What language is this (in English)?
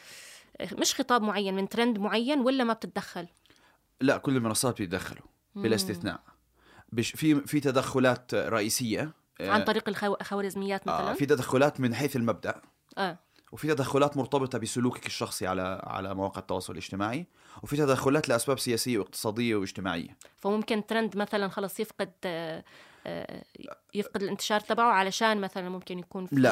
North Levantine Arabic